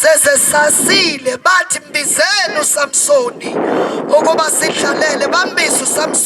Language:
Zulu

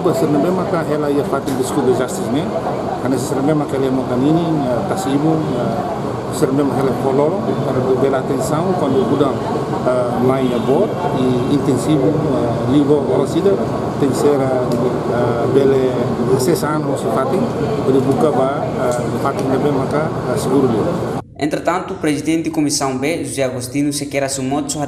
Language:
Tetum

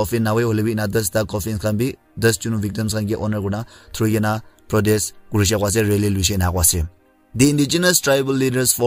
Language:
Naga Pidgin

